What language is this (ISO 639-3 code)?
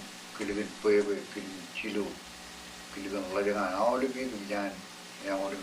mah